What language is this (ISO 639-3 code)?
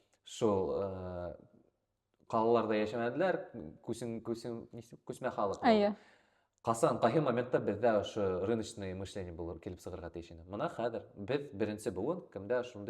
bak